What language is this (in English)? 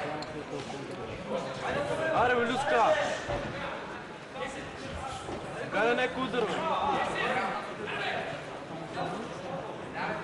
Bulgarian